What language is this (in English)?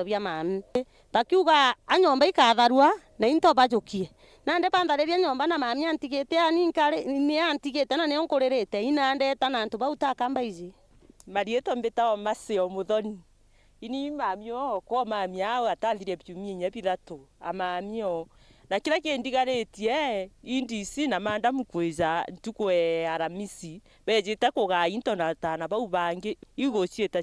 Meru